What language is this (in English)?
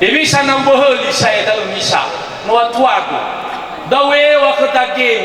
Nias